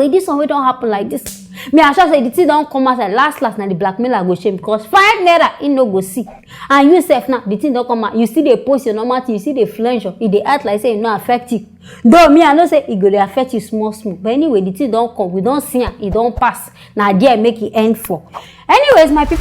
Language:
Nigerian Pidgin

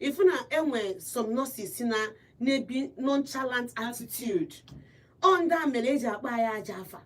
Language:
Igbo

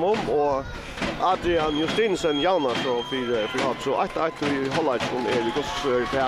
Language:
Faroese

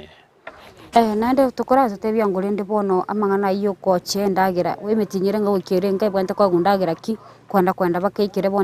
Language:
Gusii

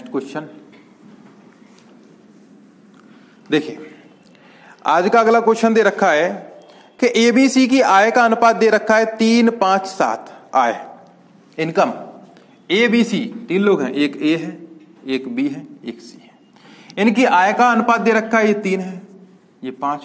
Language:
Hindi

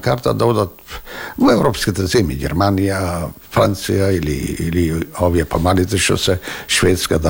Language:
Macedonian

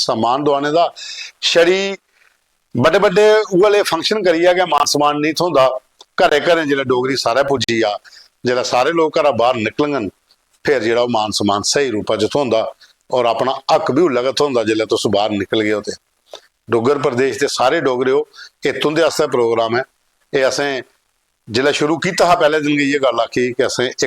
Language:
Dogri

